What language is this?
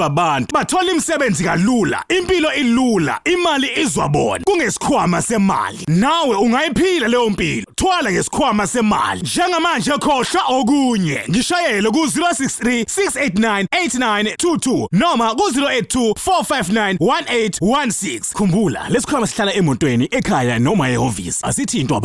Zulu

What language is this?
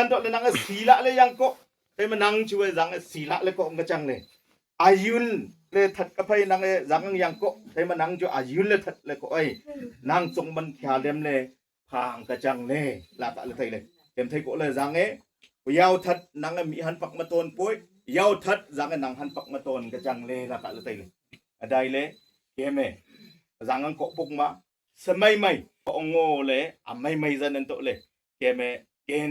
Wancho Naga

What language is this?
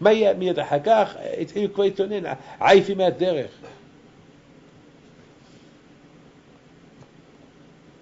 Hebrew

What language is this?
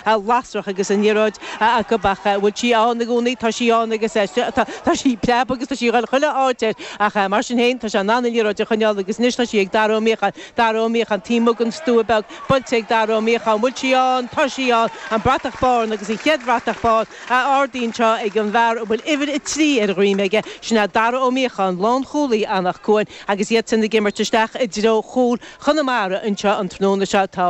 Irish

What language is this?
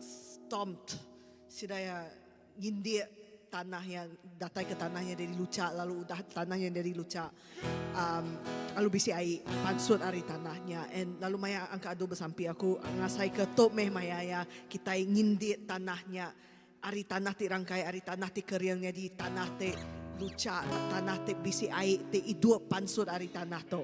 Iban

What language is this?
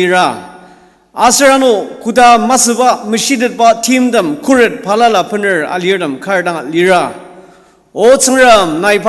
Ao Naga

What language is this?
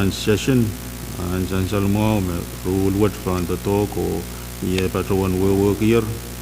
Pohnpeian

